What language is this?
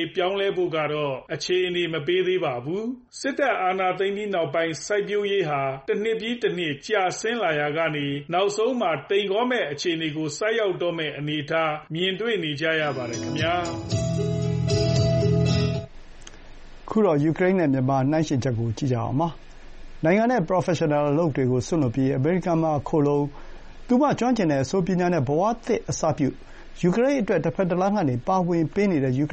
Burmese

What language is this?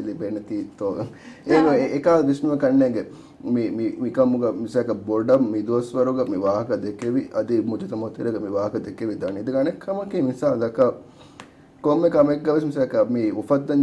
Divehi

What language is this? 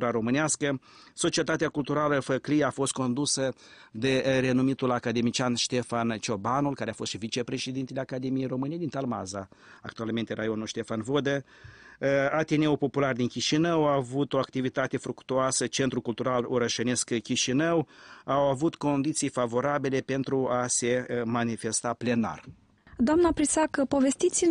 Romanian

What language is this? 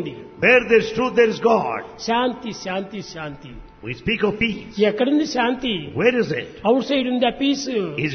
Telugu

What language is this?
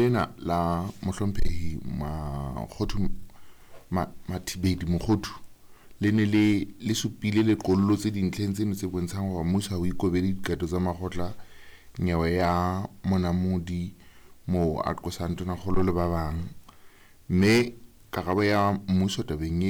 Southern Sotho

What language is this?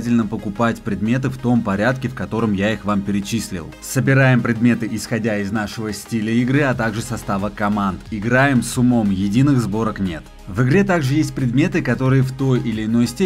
Russian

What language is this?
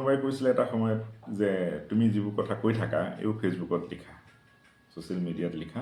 Assamese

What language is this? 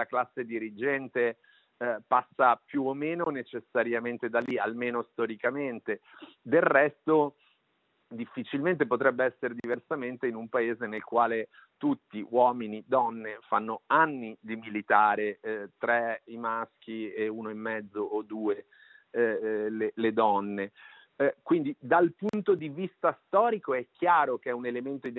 Italian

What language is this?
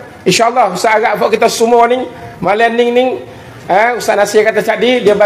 Malay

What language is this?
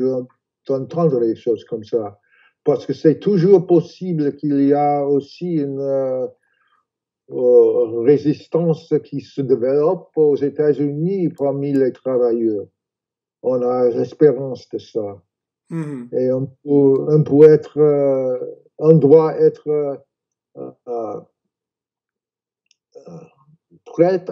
French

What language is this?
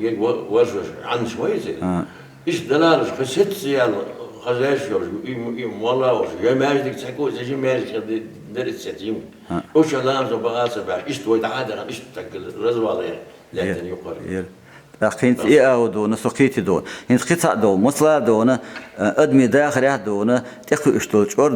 Chechen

